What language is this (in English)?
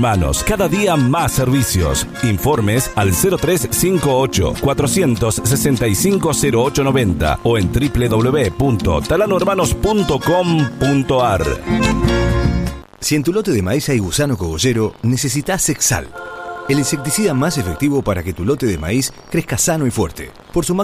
Spanish